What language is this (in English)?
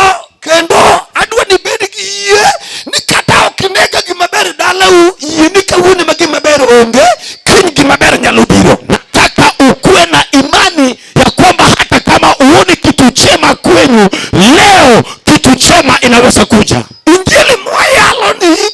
Luo (Kenya and Tanzania)